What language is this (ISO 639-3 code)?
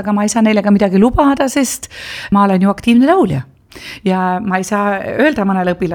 est